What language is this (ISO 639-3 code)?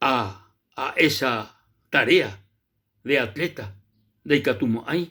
grn